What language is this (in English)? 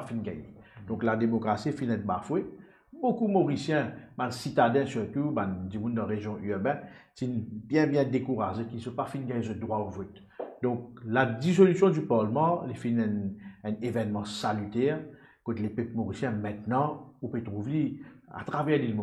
Morisyen